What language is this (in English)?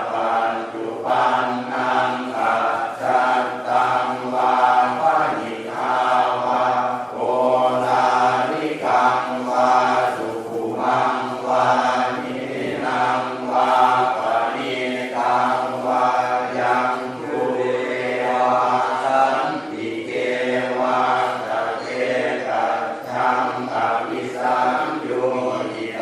Pali